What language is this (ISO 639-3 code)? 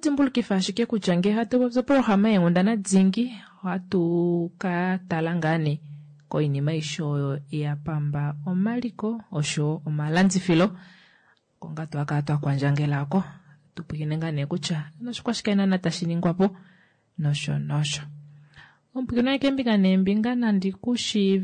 kua